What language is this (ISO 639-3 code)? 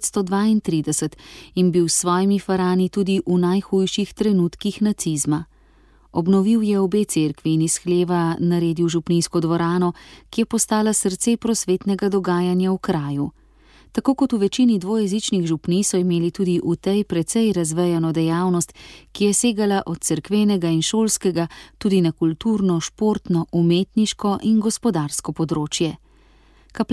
slv